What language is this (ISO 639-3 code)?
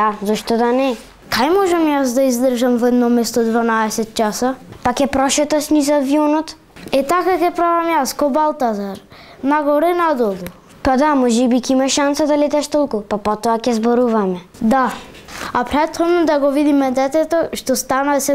mkd